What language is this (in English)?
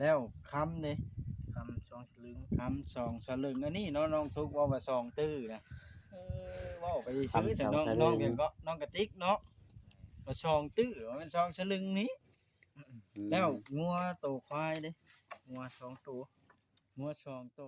Northeastern Thai